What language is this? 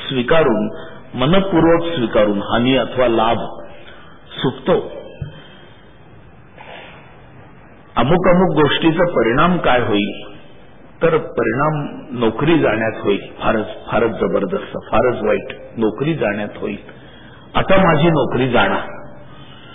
Marathi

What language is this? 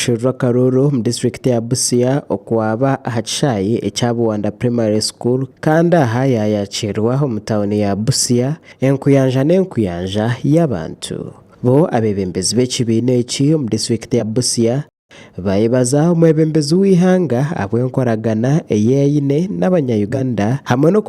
Nyankole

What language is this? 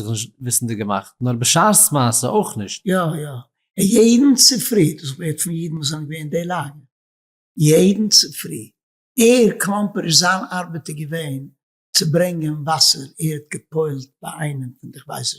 Yiddish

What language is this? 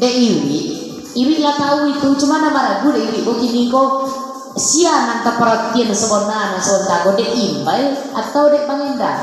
Minangkabau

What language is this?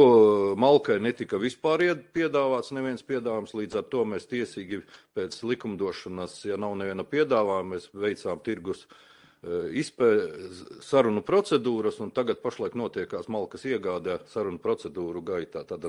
Latvian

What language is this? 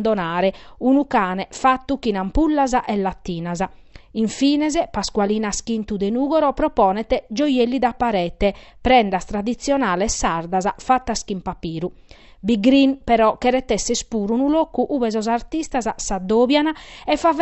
Sardinian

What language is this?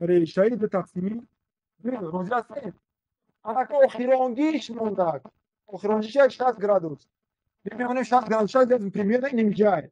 Tajik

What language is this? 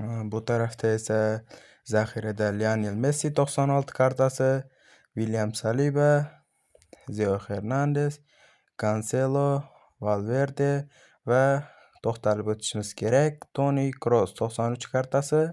Uzbek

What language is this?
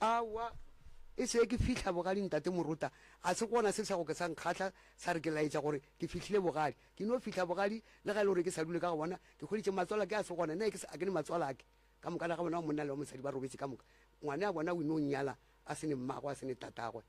Northern Sotho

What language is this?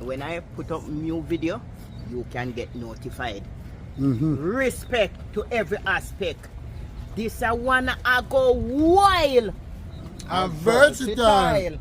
Jamaican Creole English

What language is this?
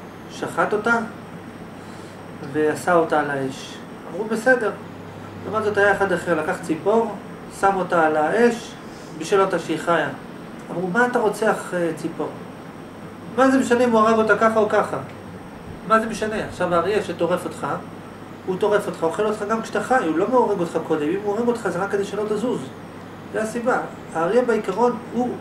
Hebrew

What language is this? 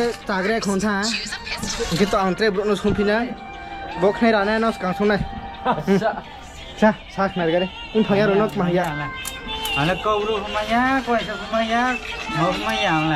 Riang (India)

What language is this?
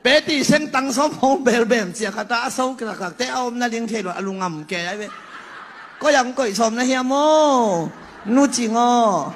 Tedim Chin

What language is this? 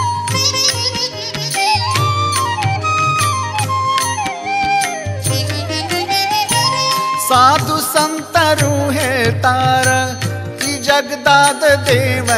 Kannada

